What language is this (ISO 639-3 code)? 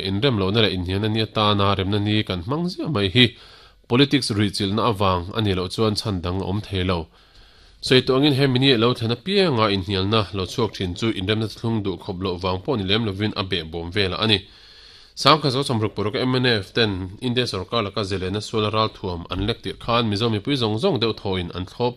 lus